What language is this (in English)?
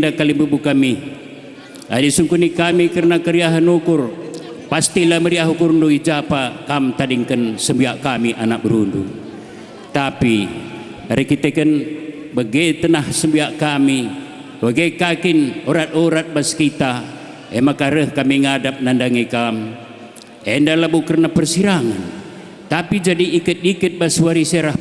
Batak Karo